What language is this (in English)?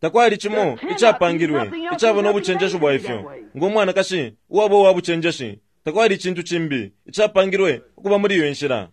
Bemba